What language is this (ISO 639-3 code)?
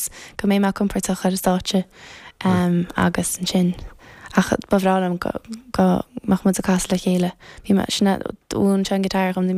gle